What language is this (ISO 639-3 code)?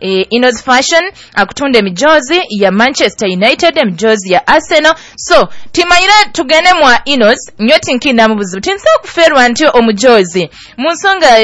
nyo